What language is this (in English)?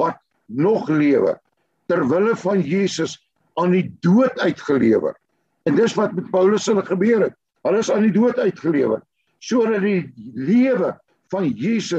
Afrikaans